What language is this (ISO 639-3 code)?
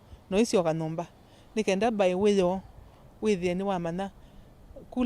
kam